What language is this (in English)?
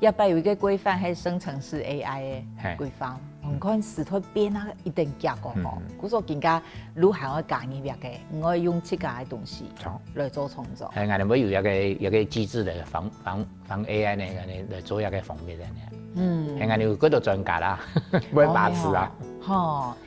Hakka Chinese